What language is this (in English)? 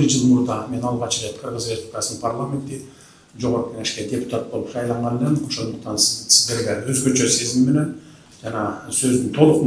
Kyrgyz